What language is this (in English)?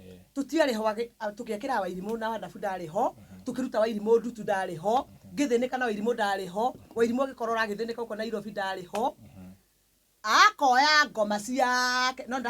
Kikuyu